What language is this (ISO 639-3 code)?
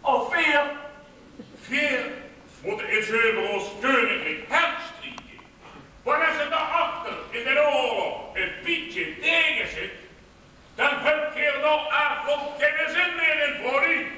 lim